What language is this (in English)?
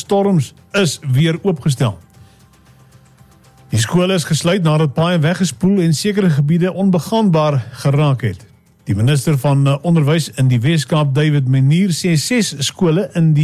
Afrikaans